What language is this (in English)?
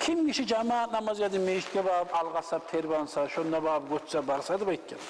Kumyk